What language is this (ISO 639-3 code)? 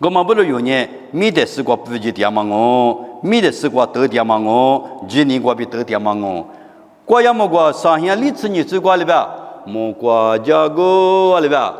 lis